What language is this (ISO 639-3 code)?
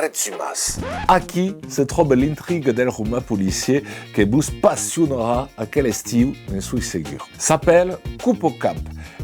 oci